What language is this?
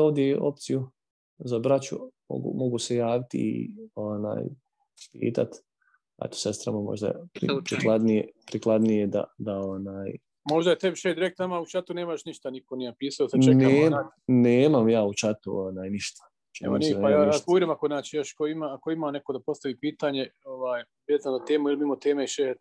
Bosnian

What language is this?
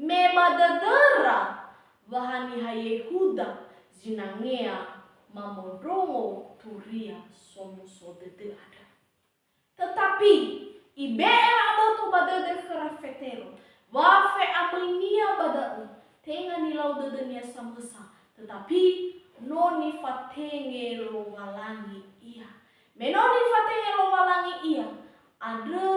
Nias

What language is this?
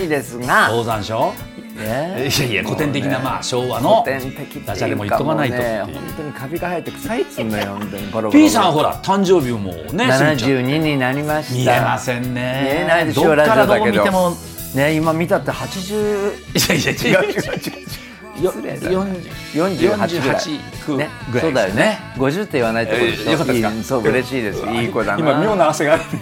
Japanese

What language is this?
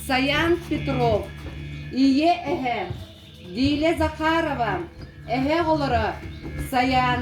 Yakut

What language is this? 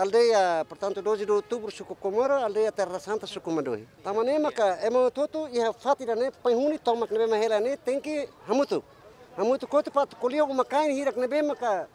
Tetum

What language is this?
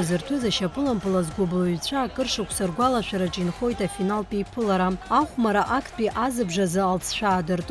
Abkhazian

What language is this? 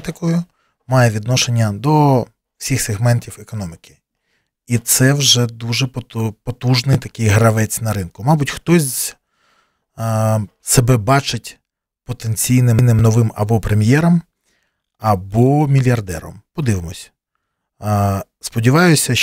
Ukrainian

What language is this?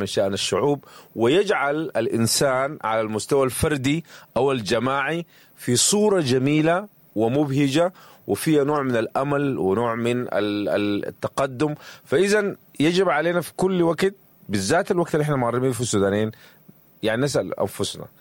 Sudanese Arabic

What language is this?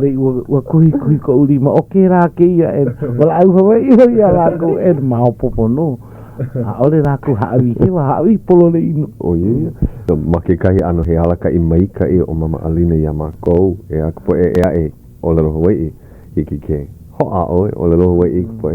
Hawaiian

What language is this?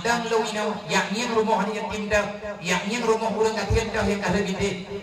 Achinese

